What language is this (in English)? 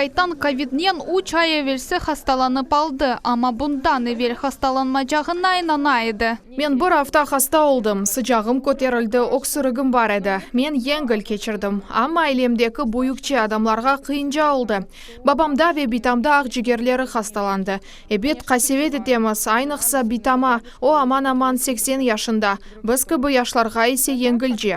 Crimean Tatar